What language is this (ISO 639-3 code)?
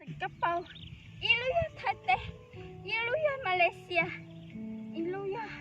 hmn